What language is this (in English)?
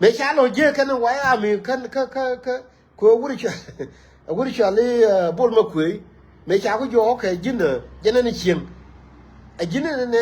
Nuer